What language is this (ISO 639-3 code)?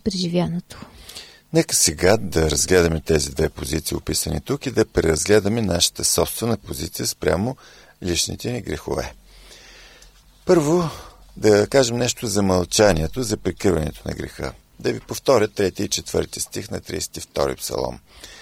bul